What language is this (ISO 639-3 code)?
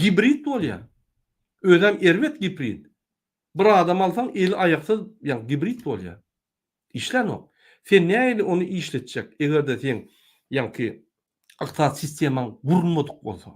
tuk